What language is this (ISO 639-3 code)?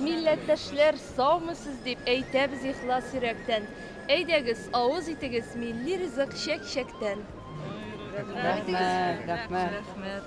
tat